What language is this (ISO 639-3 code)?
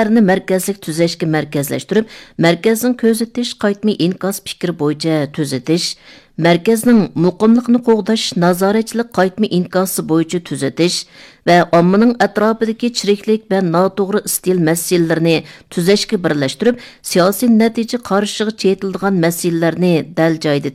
uig